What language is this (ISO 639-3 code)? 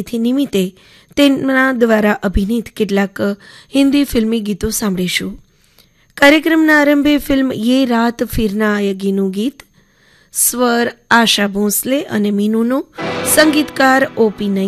guj